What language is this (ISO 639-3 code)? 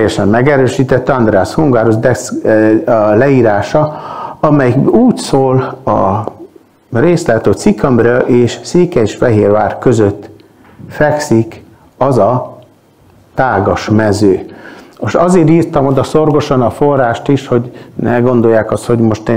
hun